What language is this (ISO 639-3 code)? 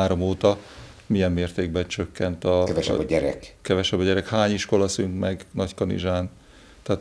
hun